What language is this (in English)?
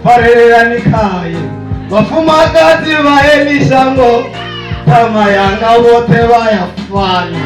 Venda